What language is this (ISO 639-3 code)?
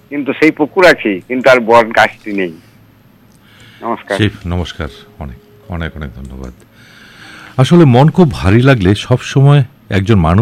ben